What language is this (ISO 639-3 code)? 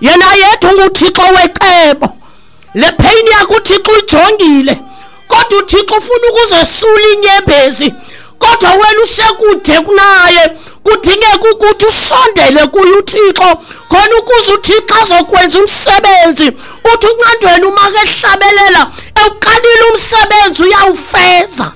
xho